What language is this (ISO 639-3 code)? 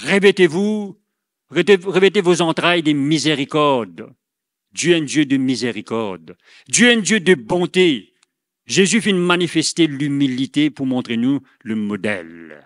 mfe